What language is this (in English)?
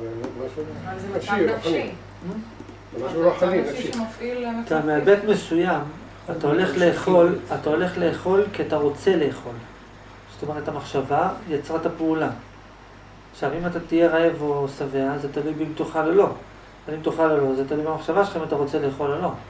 Hebrew